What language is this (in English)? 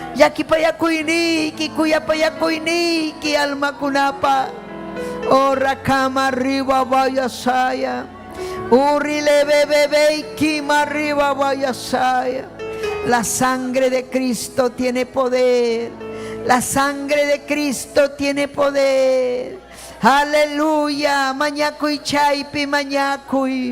Ayacucho Quechua